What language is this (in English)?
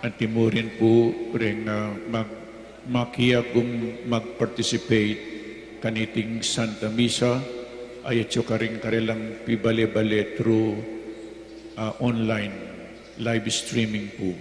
Pampanga